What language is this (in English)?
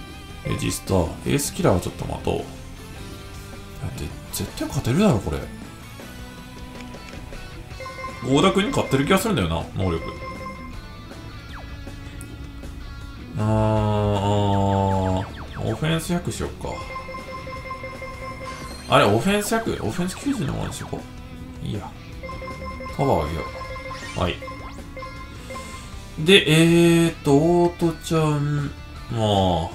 Japanese